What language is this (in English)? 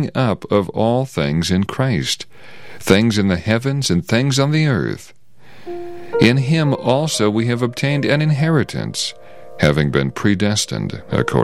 English